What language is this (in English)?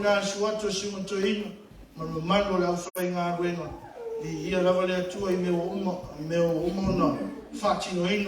Samoan